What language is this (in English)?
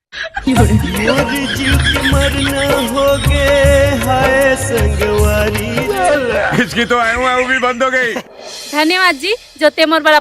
Chhattisgarhi